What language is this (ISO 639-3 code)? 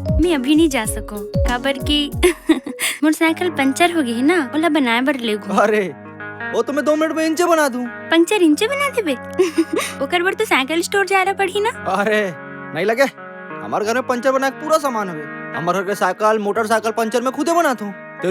hne